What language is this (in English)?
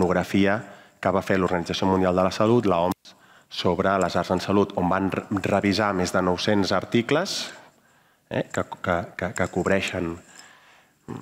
Catalan